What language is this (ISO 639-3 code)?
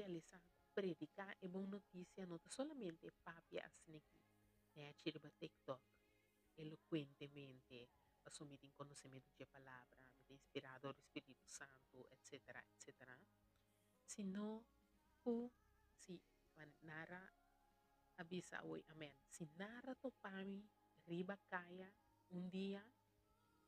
pap